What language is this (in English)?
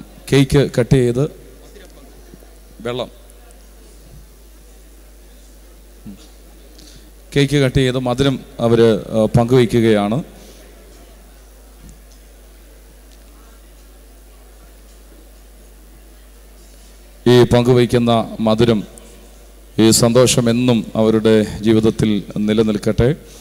Malayalam